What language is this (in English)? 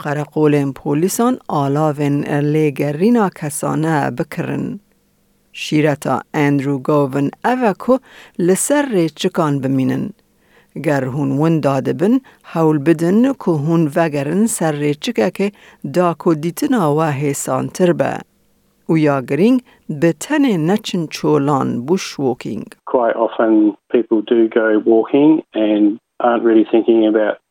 Kurdish